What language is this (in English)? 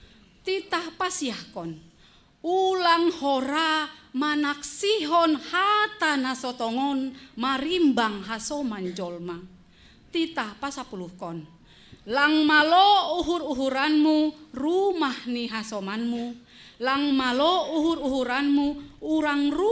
Batak Simalungun